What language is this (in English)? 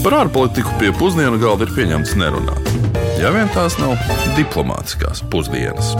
Latvian